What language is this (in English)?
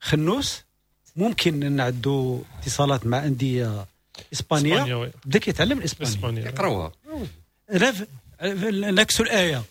Moroccan Arabic